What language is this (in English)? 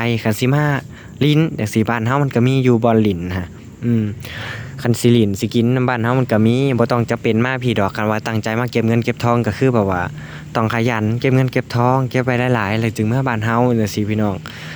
Lao